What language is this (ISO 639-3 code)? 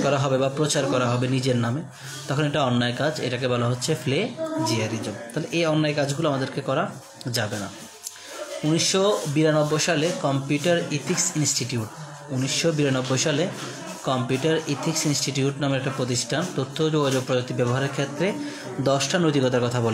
ben